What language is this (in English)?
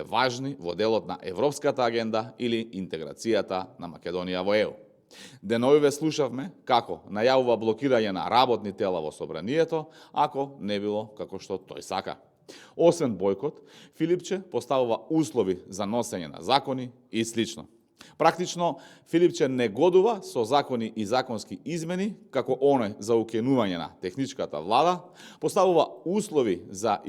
Macedonian